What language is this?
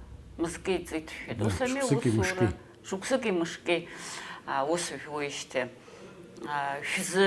Abkhazian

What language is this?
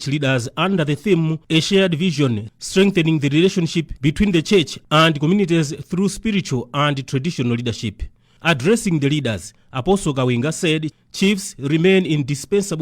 English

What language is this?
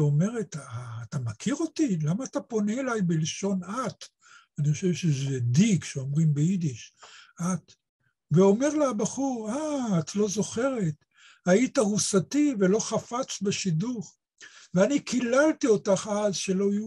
Hebrew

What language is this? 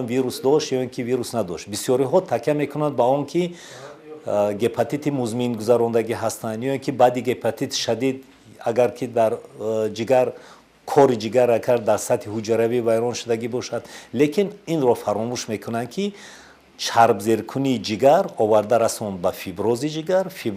Tajik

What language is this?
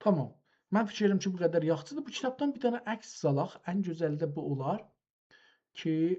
South Azerbaijani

